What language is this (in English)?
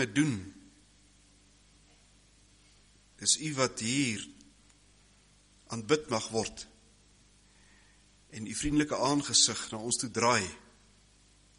Afrikaans